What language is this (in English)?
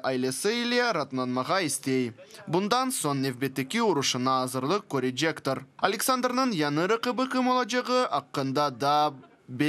Crimean Tatar